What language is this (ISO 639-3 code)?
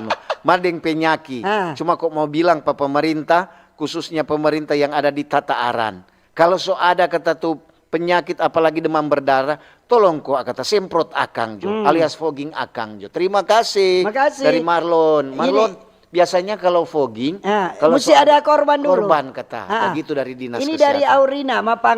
xmm